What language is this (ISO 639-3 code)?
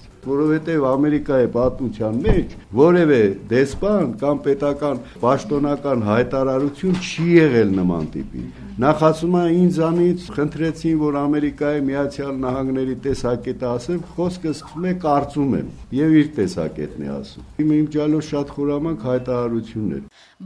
hye